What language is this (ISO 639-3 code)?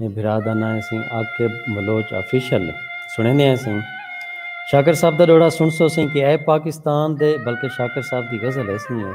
skr